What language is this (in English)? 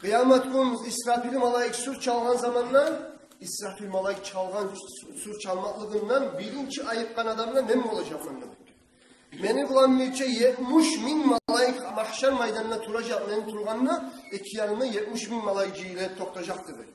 Kumyk